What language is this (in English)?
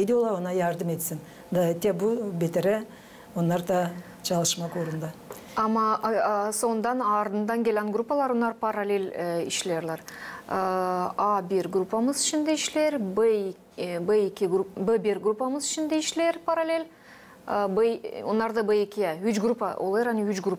Gagauz